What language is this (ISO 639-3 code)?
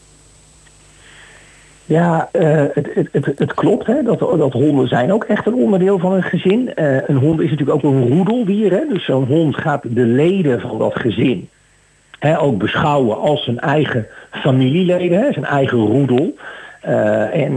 nld